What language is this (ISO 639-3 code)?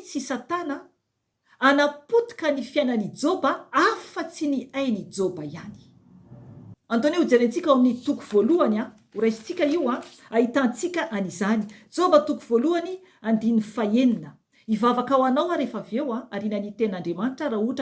mlg